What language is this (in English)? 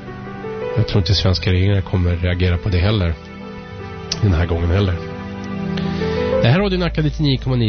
Swedish